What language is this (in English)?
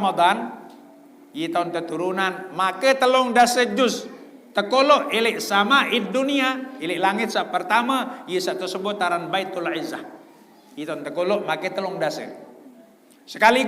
Sasak